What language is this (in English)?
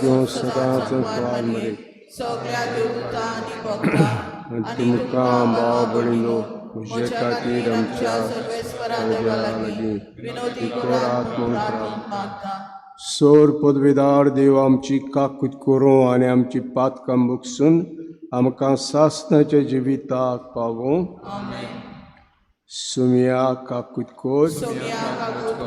Konkani